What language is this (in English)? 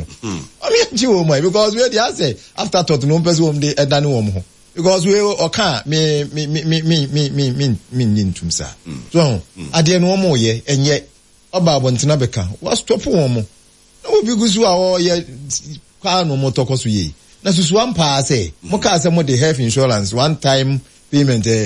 Akan